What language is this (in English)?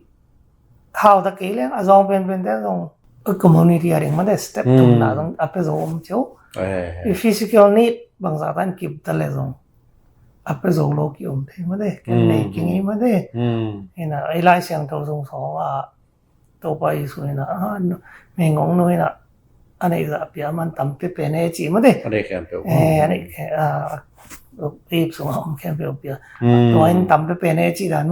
Tedim Chin